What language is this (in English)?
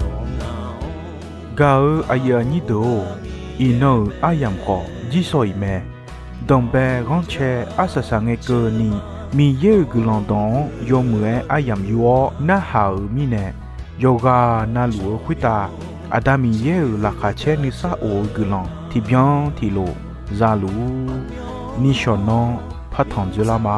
Akha